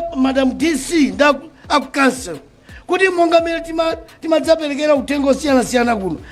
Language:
Nyanja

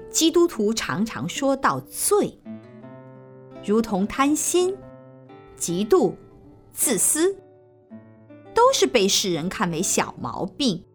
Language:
Chinese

